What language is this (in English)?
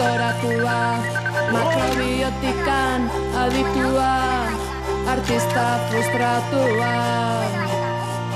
Basque